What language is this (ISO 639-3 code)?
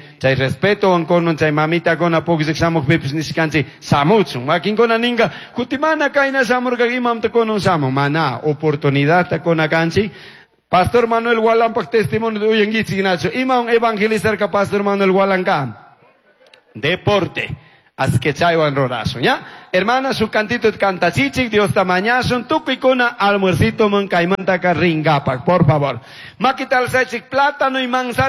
qug